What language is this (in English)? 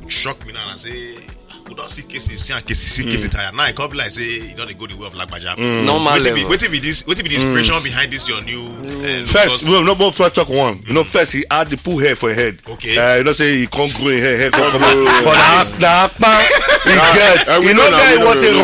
Nigerian Pidgin